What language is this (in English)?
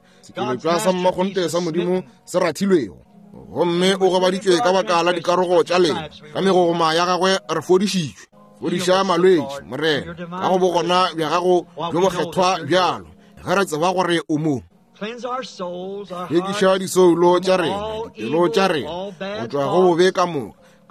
Northern Sotho